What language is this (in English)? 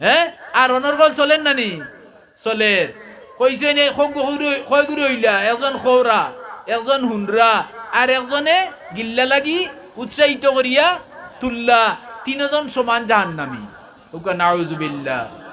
Sylheti